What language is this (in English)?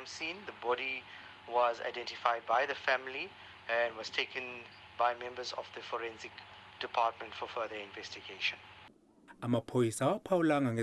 Zulu